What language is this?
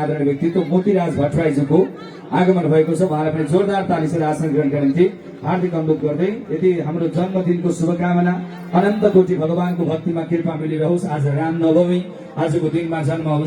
Nepali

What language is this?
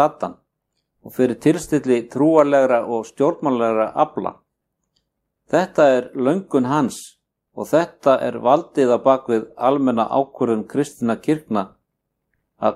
Icelandic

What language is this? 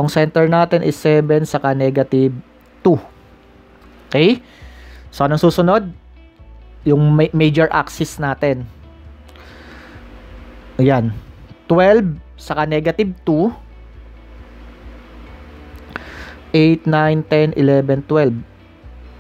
Filipino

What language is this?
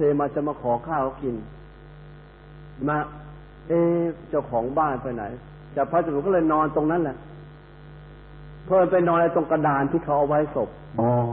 Thai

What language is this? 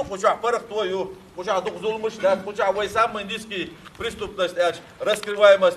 Chechen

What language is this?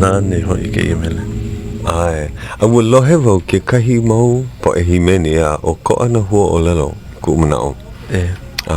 Hawaiian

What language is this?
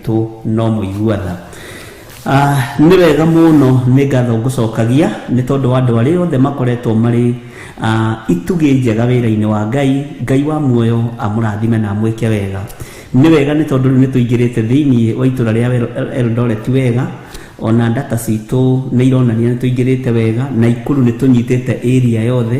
Kikuyu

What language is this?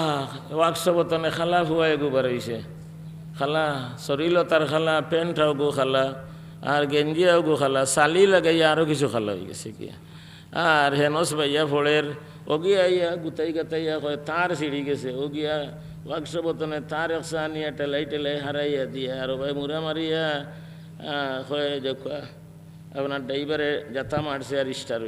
Sylheti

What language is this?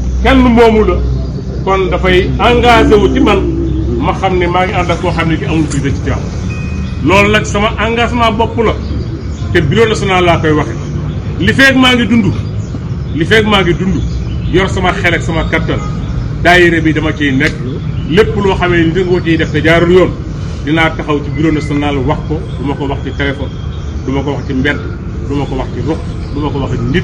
Wolof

